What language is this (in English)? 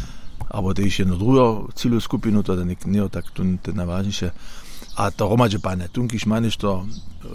Upper Sorbian